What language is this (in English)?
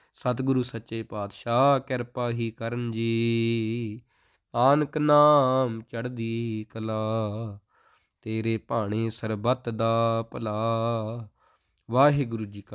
Punjabi